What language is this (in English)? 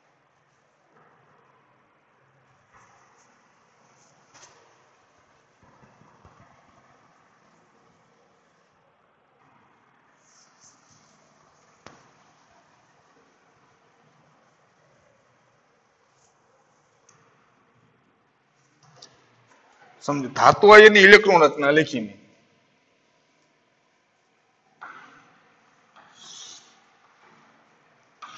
Gujarati